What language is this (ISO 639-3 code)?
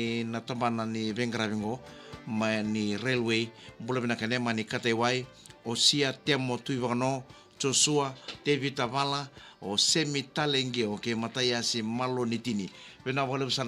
fij